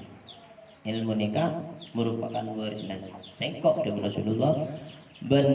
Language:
Madurese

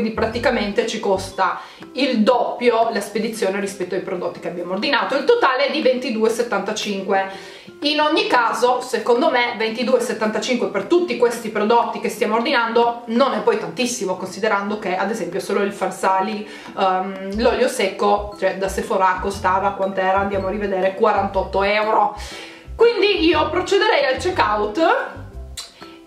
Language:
Italian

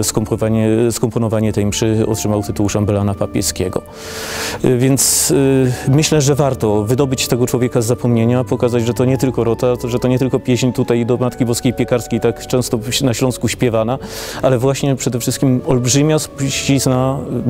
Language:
Polish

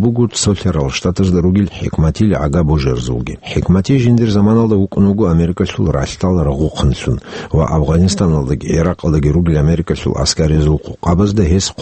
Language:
Avaric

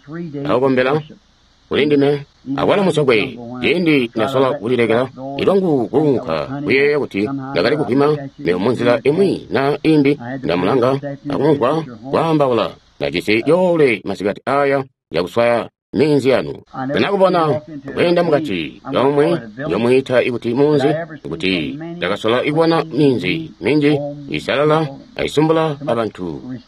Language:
Tonga (Zambia)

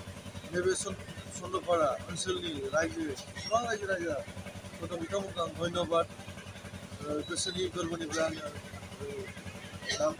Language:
Bodo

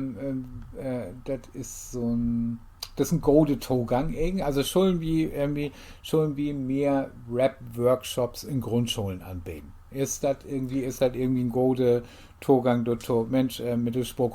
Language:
Low German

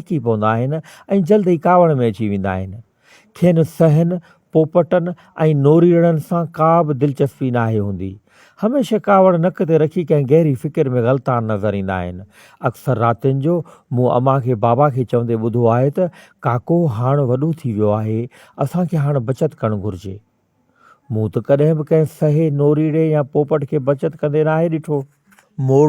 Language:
Sindhi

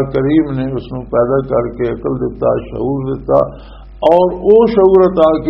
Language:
Western Panjabi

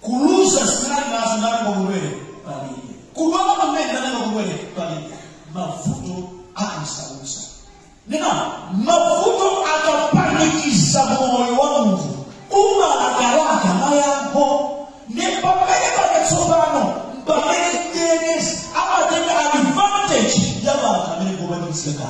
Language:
Nyanja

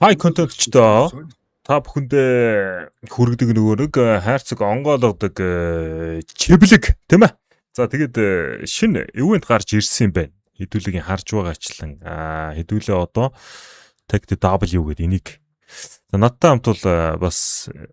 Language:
Mongolian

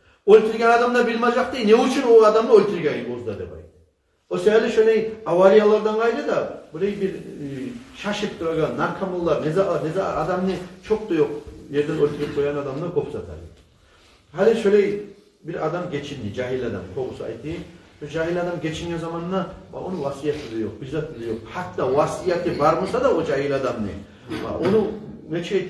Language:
Kumyk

